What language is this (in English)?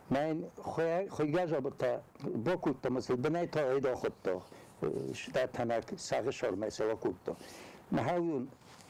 Ossetic